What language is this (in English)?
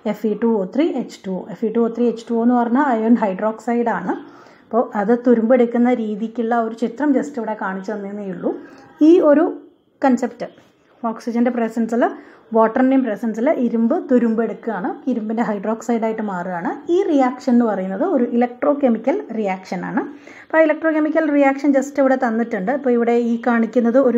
Malayalam